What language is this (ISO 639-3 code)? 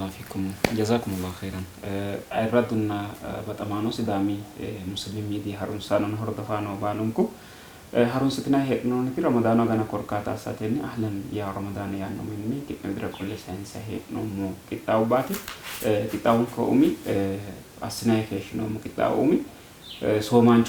sid